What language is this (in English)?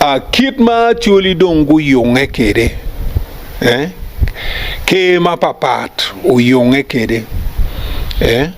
Acoli